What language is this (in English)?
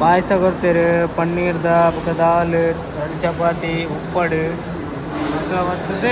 Tulu